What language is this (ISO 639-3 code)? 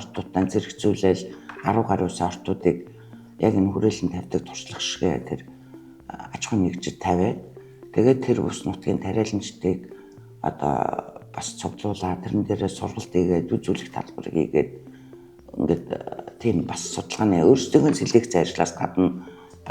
mon